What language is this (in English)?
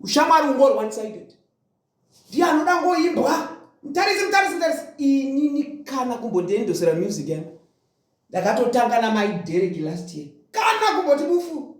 Shona